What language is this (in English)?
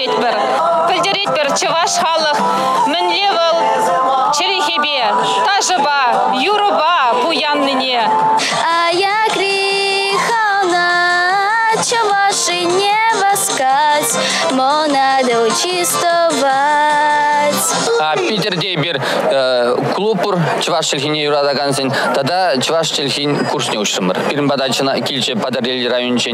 Chuvash